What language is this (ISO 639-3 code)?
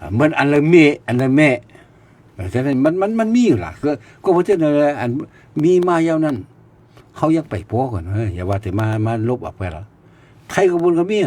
shn